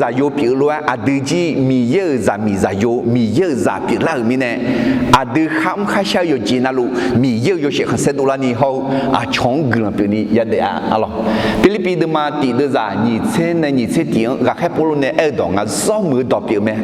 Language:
Akha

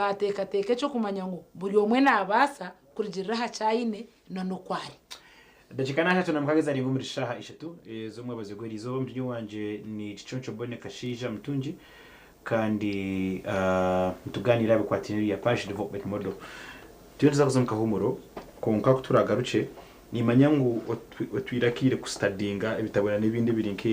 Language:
Nyankole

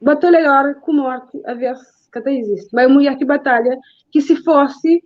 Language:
Kabuverdianu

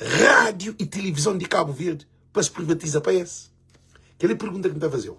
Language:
Kabuverdianu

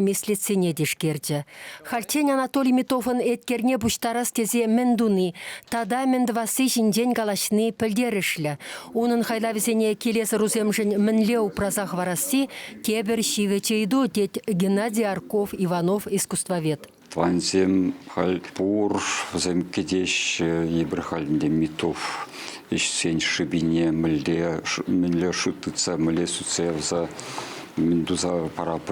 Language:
Chuvash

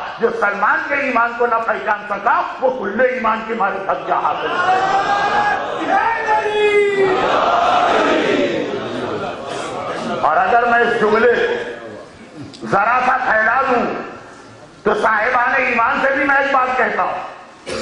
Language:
Urdu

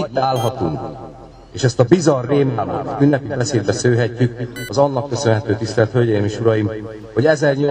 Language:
Hungarian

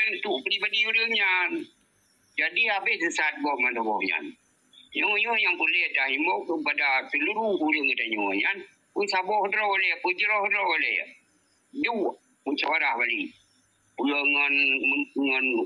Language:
Achinese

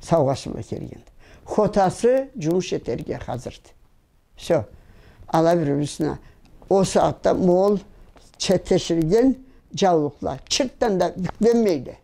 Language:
Karachay-Balkar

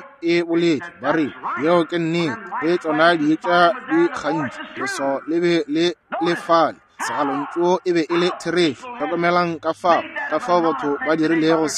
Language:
Northern Sotho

